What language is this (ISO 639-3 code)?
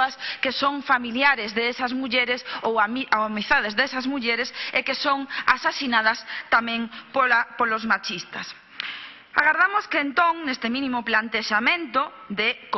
glg